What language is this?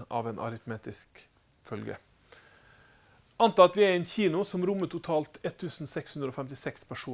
Norwegian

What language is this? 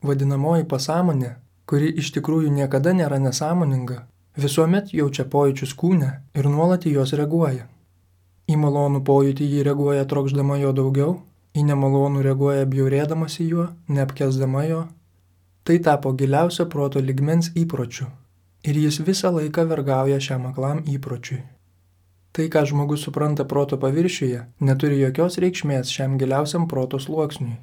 Lithuanian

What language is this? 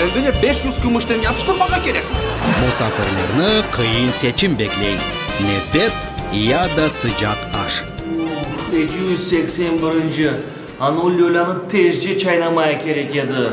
Crimean Tatar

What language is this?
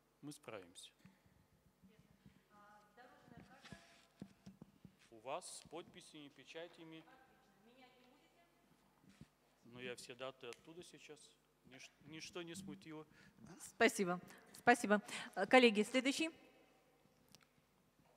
Russian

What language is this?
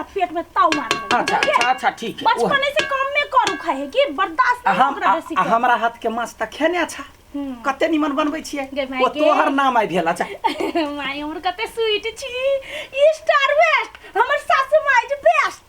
Maithili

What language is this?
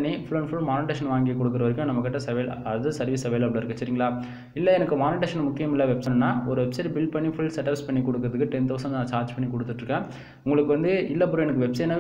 Tamil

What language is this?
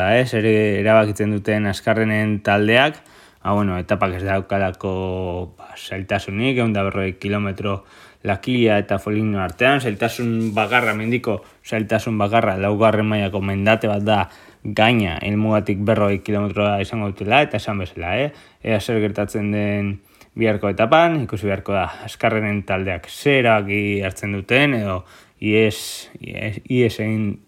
Basque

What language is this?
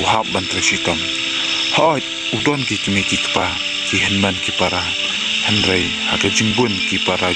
Khasi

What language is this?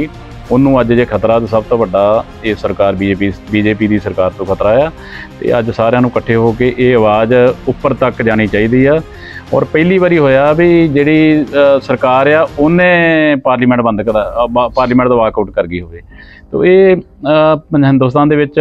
Punjabi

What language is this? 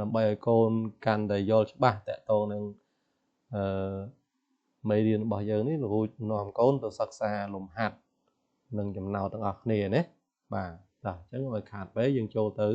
Khmer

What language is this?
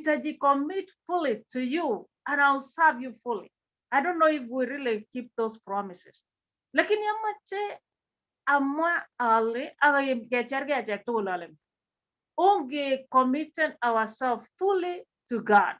Kalenjin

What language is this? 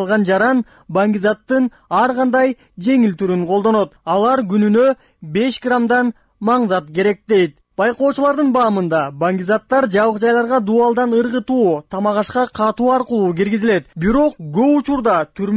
Kyrgyz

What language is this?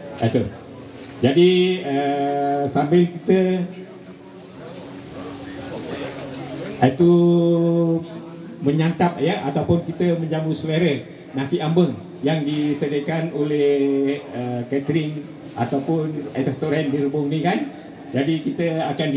Malay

